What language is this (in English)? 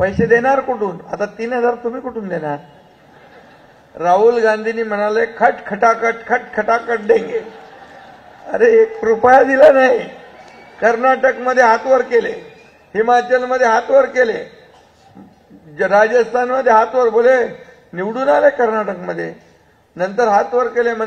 Marathi